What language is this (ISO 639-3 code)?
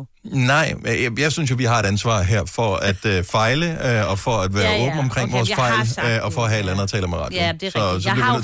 dan